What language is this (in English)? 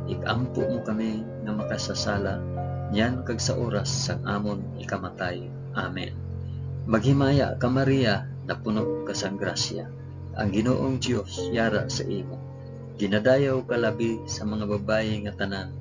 Hiligaynon